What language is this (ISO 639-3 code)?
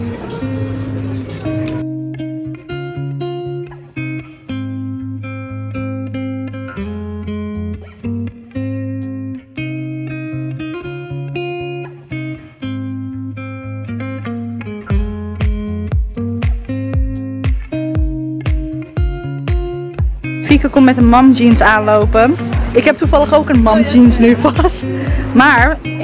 nld